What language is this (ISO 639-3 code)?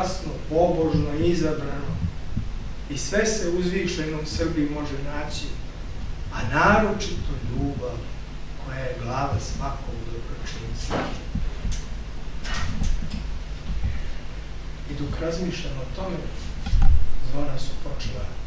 srp